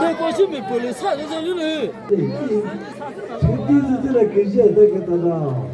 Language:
Chokri Naga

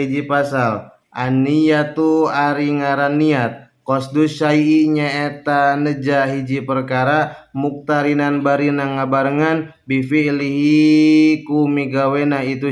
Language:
Sundanese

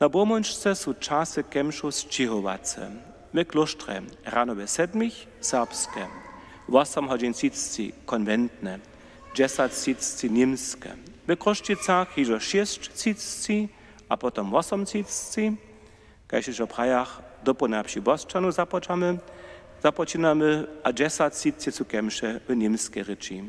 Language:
Upper Sorbian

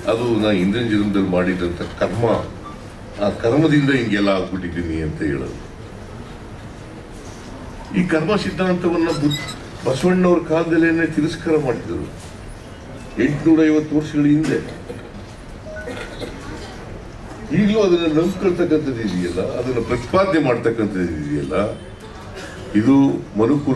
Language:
Kannada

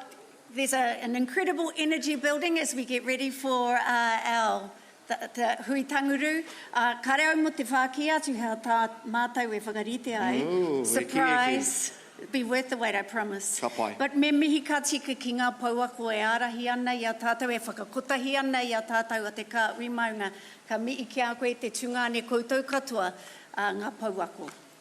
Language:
Māori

